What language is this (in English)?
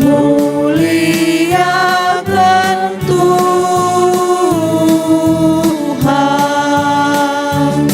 Batak Karo